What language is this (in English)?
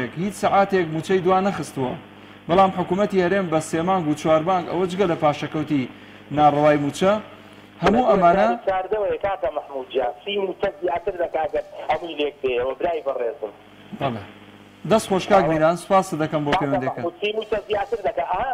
Central Kurdish